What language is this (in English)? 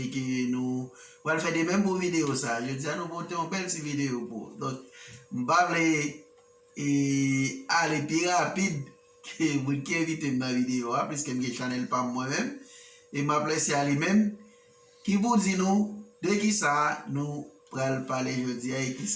Haitian Creole